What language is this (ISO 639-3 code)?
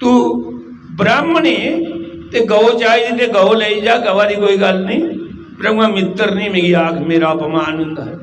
doi